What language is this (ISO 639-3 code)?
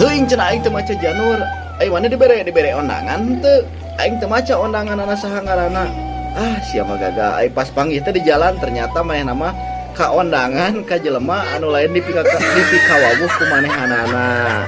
sun